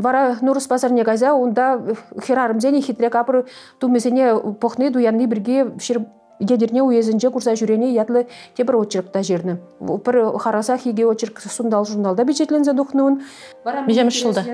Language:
Chuvash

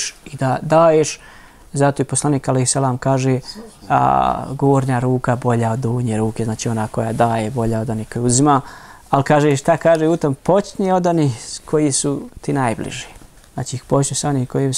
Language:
Bosnian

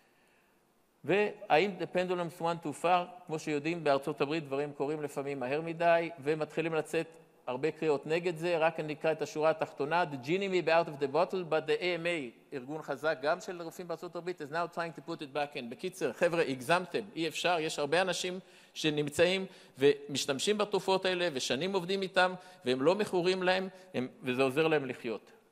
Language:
Hebrew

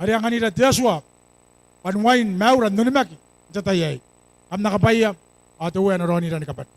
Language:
Gilbertese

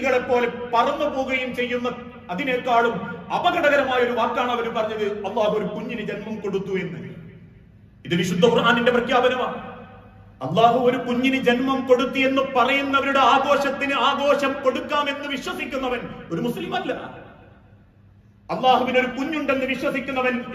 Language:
Malayalam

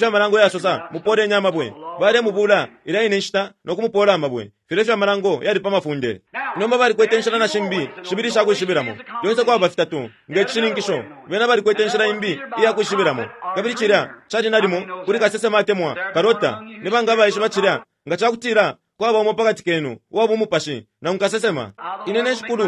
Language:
Bemba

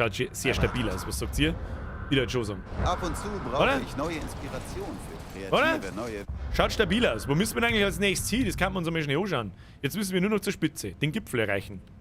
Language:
Bavarian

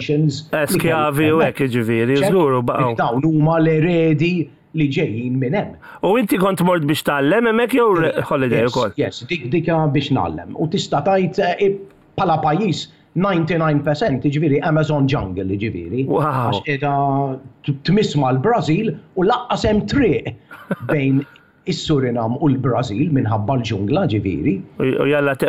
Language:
Maltese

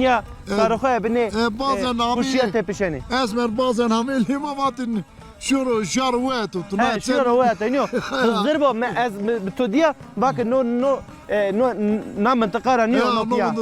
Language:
Zaza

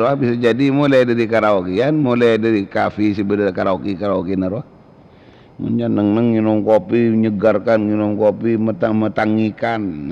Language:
Madurese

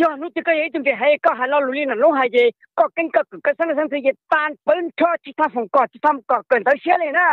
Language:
Hmong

